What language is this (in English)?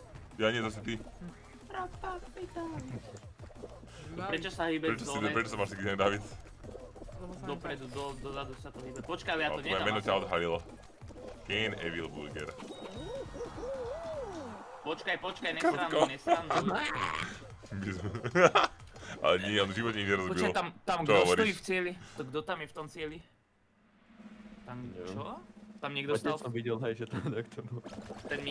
Slovak